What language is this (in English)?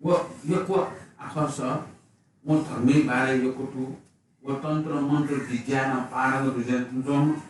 Newari